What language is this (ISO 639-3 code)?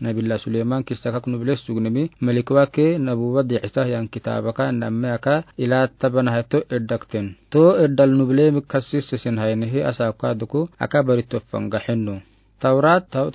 aar